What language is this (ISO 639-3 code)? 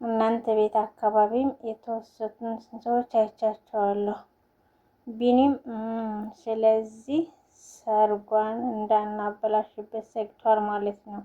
amh